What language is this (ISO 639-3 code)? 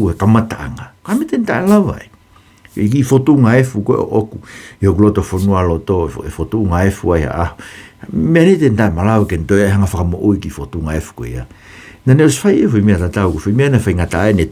ton